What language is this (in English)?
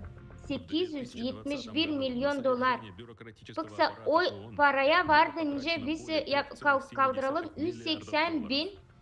Gagauz